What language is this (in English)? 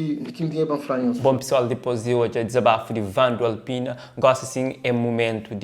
Kabuverdianu